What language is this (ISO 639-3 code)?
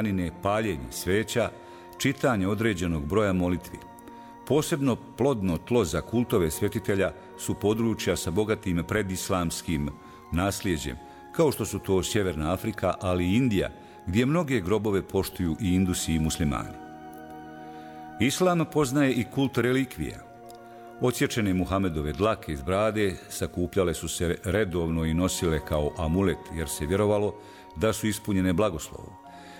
bos